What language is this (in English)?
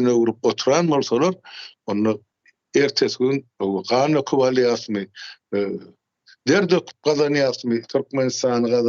Turkmen